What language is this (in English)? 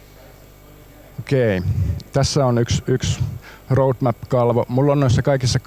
Finnish